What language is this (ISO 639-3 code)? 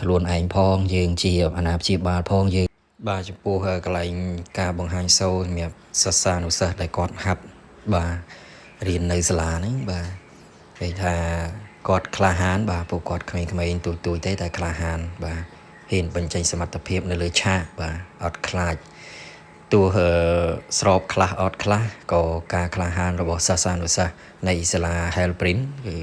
khm